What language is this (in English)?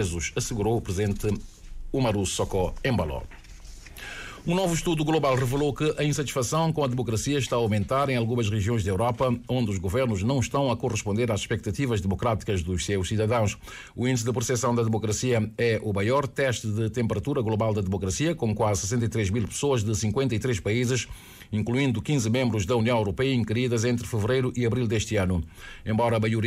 Portuguese